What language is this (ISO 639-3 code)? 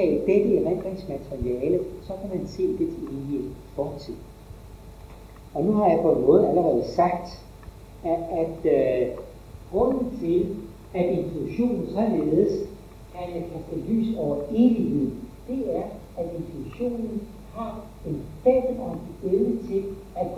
dan